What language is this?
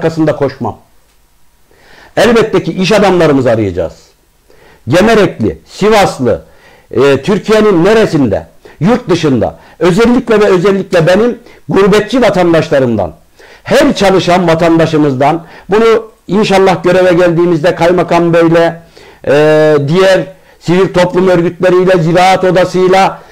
Turkish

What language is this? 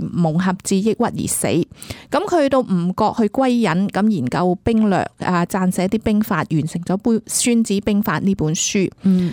Cantonese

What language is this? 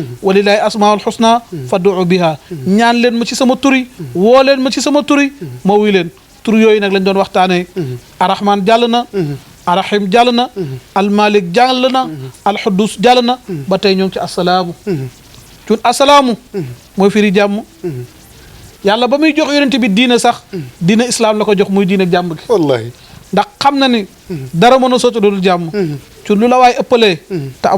Wolof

